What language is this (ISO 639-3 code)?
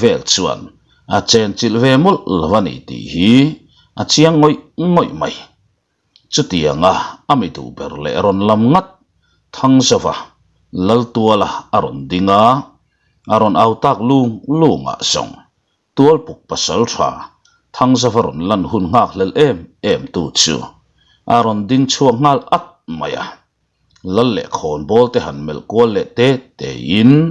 lus